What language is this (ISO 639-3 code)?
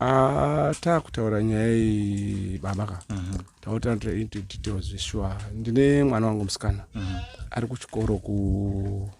sna